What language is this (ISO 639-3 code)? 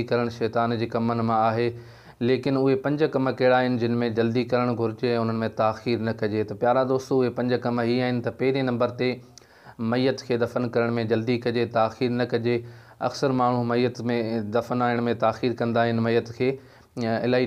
snd